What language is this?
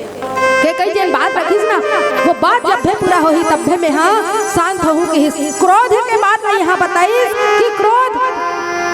Chhattisgarhi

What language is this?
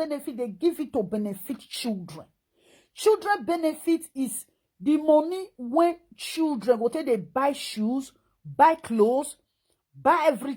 Nigerian Pidgin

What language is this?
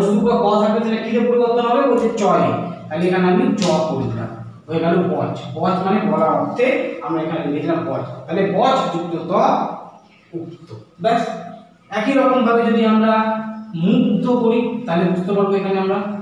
Bangla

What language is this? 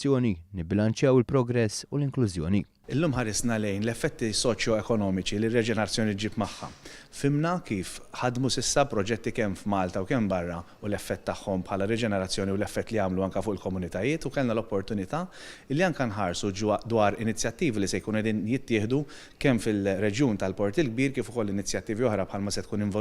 Maltese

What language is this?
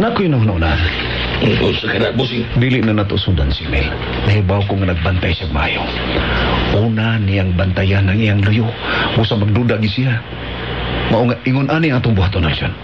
Cebuano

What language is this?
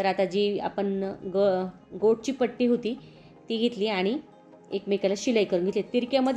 Marathi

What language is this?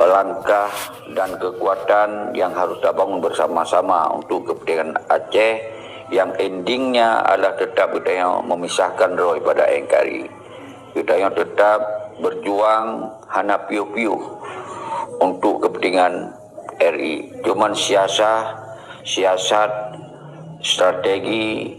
Achinese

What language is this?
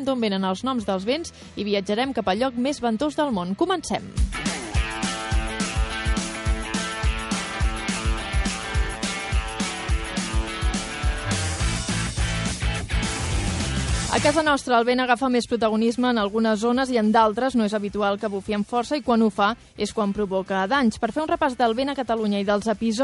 Catalan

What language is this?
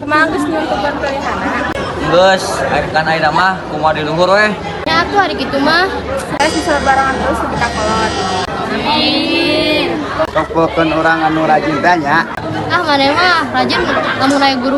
Sundanese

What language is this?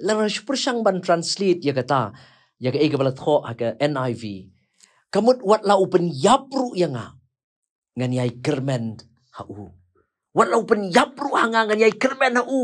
Khasi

